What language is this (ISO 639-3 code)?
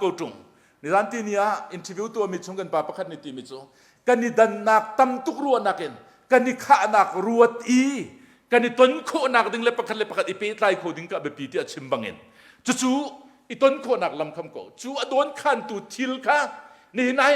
cnh